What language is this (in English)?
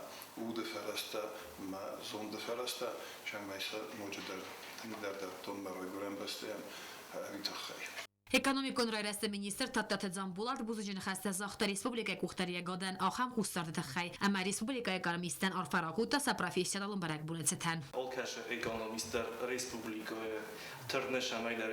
Ossetic